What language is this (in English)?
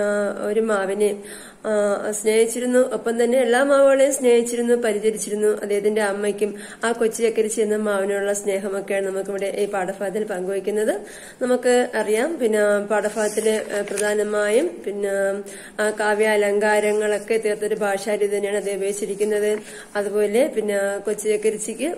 Malayalam